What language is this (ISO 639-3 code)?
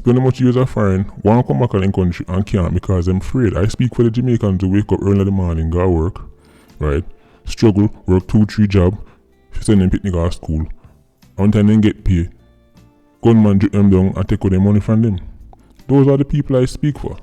jam